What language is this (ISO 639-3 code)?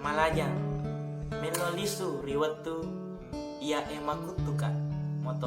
bug